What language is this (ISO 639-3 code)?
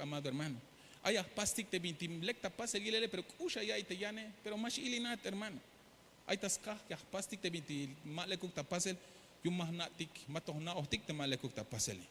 tzh